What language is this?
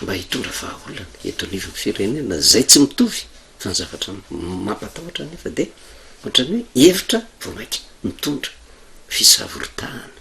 Malagasy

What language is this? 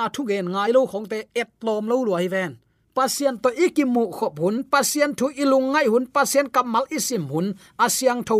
Tedim Chin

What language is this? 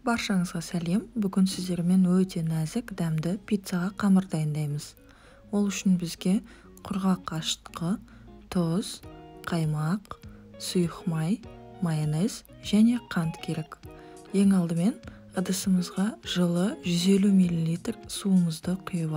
Kazakh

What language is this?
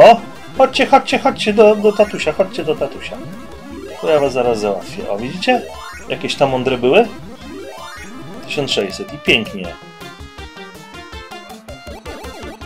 Polish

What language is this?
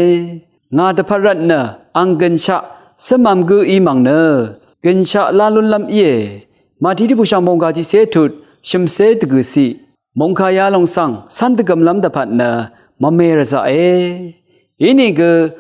Rawang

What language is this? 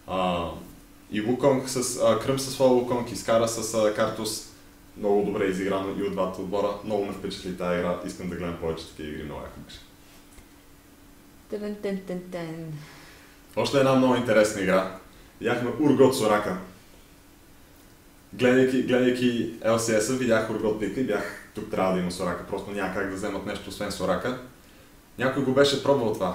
Bulgarian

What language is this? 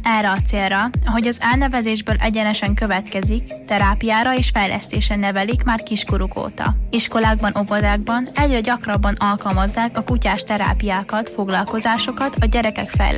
Hungarian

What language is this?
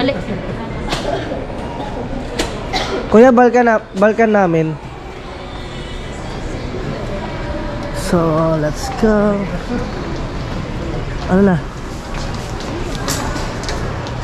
Filipino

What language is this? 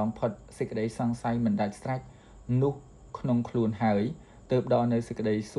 Khmer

